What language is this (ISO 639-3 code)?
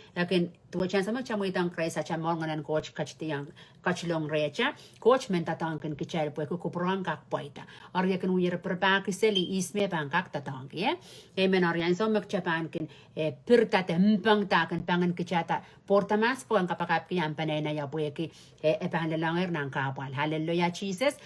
pon